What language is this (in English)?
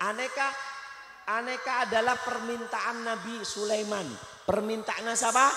Madurese